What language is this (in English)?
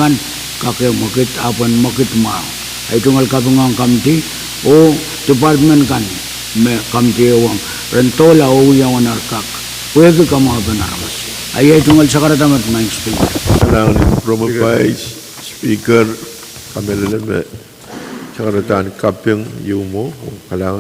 Pohnpeian